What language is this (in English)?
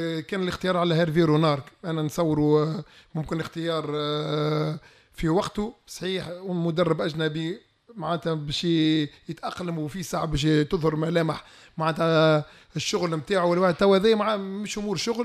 Tunisian Arabic